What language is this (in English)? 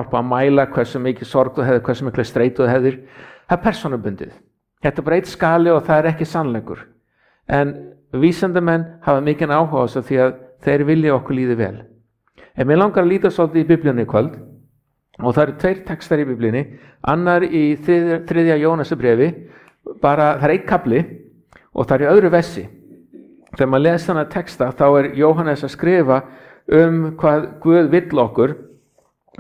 Icelandic